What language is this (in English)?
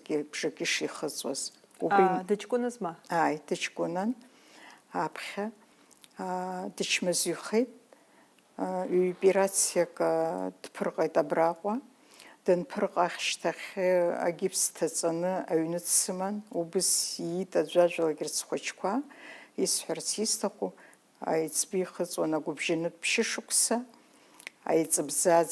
Abkhazian